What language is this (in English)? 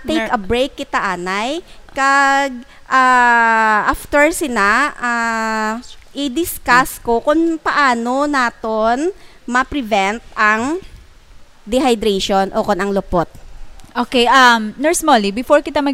Hiligaynon